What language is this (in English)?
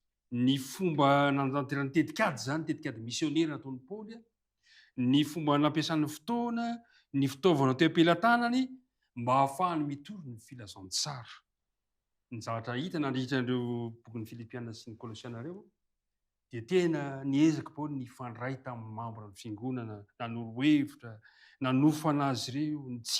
Malagasy